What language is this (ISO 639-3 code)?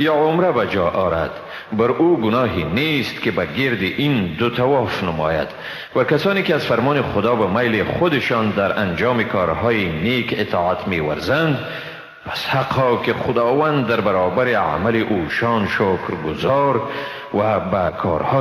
fas